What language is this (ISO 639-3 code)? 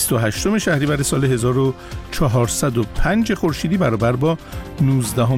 fas